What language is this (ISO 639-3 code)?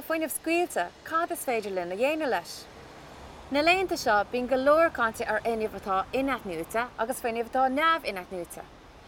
gle